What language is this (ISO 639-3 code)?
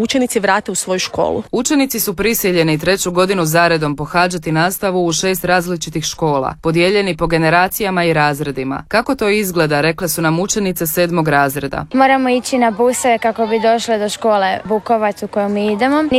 hrv